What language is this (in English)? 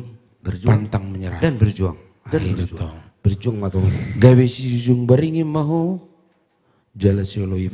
Batak Toba